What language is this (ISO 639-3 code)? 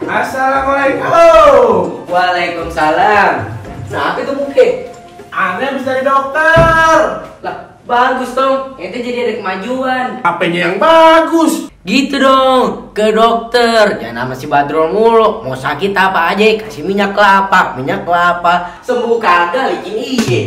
bew